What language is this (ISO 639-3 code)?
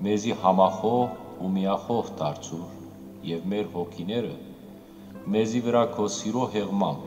hyw